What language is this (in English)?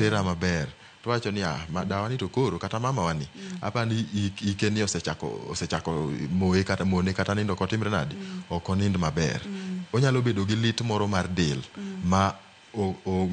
Luo (Kenya and Tanzania)